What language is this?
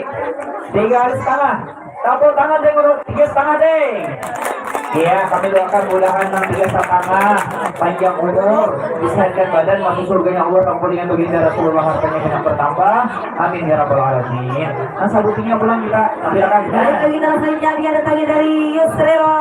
Banjar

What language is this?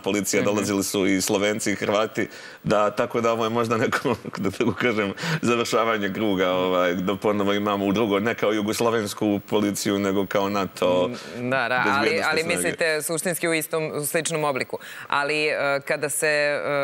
Serbian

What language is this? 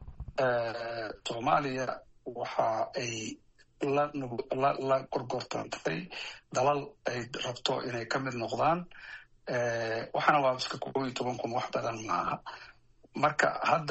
Somali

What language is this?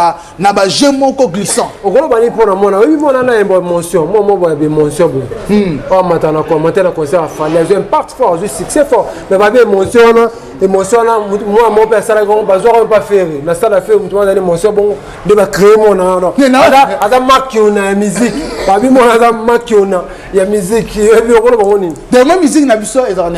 Lingala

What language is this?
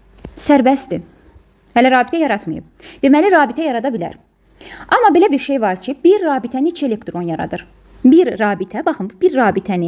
Azerbaijani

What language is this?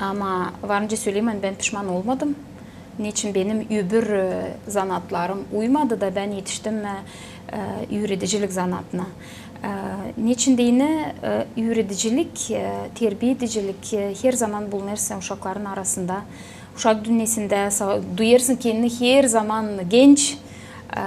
Gagauz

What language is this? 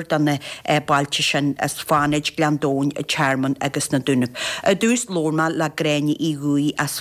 Irish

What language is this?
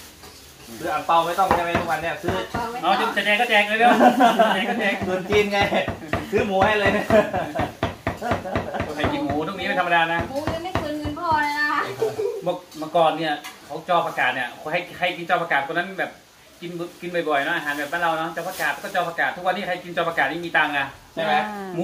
Thai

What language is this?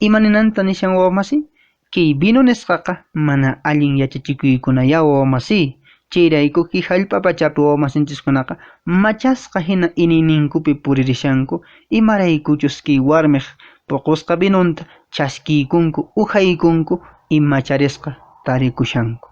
Quechua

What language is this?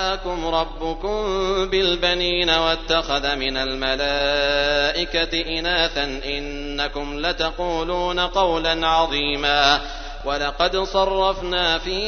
Arabic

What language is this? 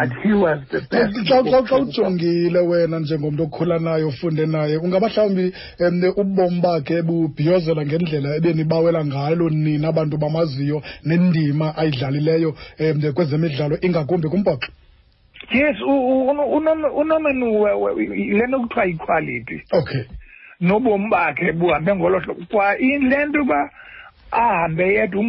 Xhosa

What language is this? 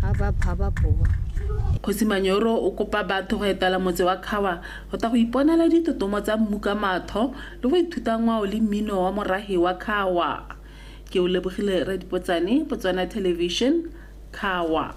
Tswana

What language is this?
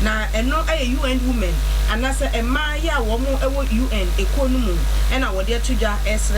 Akan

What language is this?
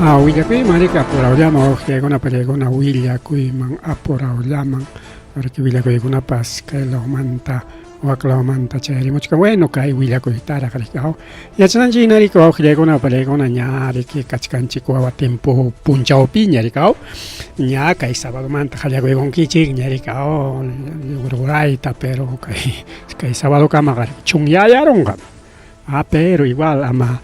Ayacucho Quechua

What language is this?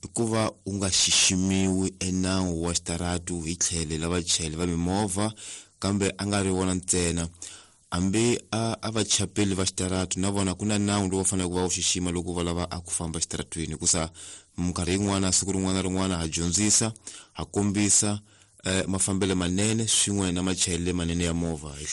Tsonga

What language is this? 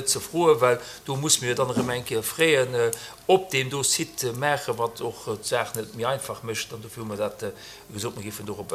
Luxembourgish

